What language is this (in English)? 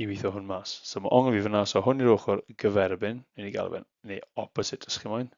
Welsh